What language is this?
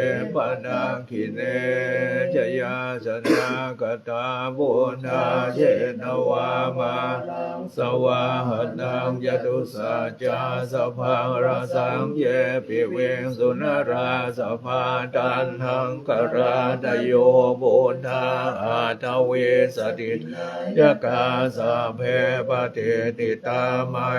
Pali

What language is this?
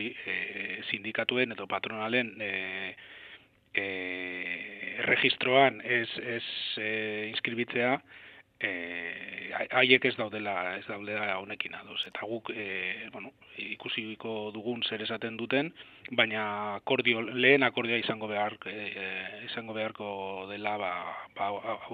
Basque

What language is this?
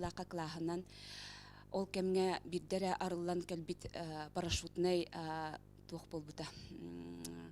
Yakut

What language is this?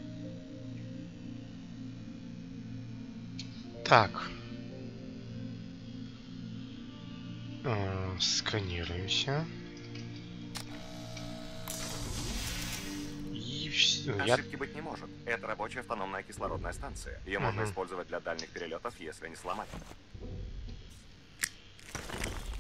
Russian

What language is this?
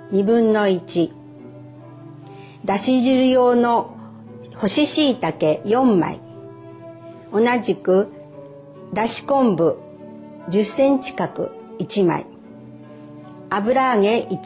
Japanese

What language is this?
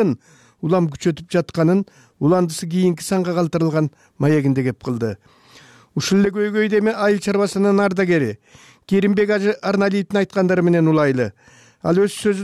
Kyrgyz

